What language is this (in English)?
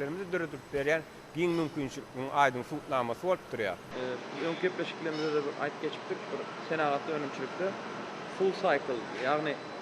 Turkmen